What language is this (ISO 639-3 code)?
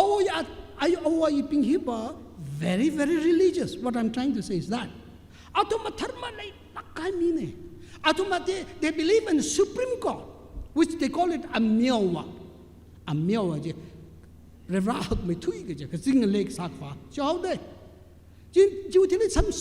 nmf